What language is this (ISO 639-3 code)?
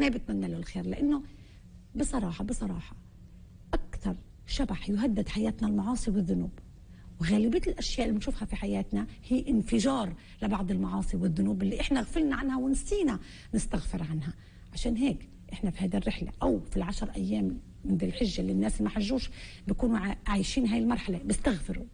apc